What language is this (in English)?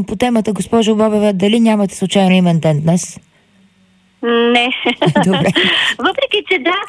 Bulgarian